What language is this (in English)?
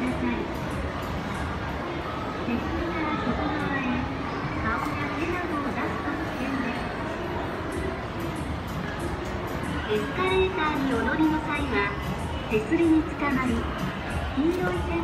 Japanese